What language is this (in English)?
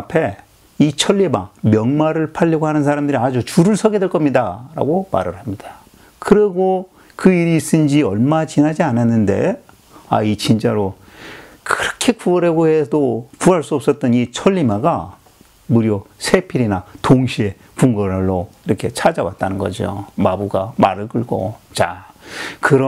Korean